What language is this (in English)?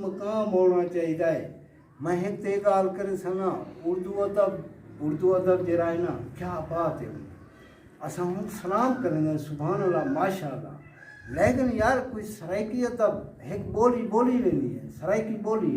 Saraiki